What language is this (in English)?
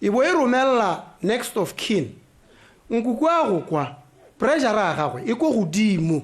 Tswana